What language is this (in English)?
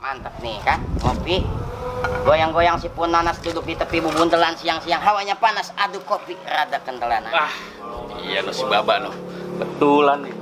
Betawi